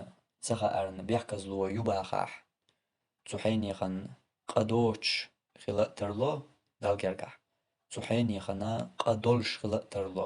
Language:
Chechen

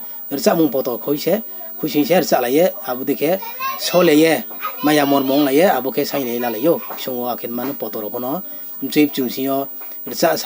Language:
Riang (India)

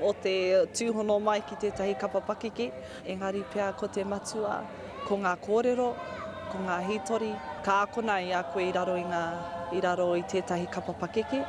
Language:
Māori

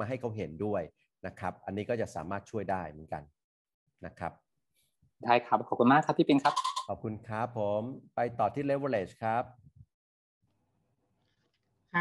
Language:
Thai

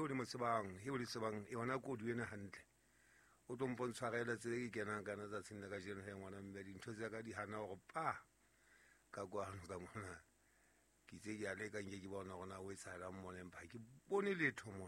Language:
Southern Sotho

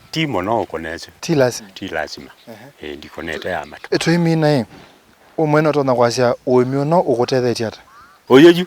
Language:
Kamba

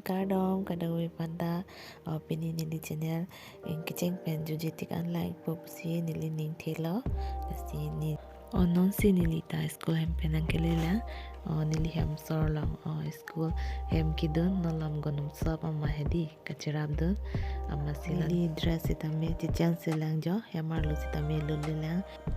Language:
Karbi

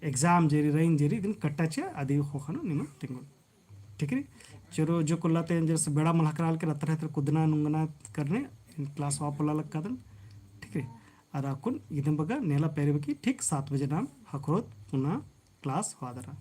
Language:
Kurukh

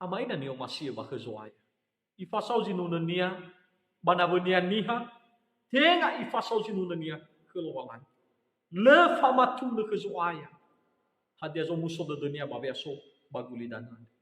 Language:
Nias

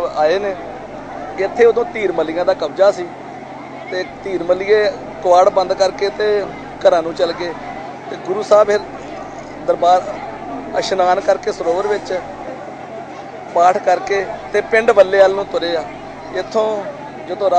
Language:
Punjabi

